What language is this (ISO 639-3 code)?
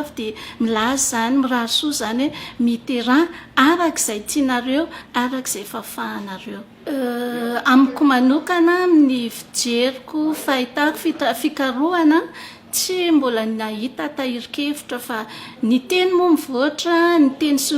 mlg